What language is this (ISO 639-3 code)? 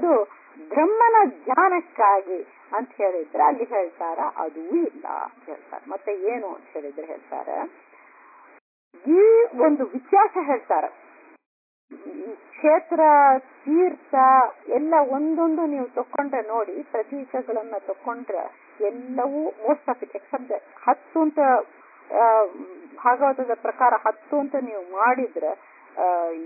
kan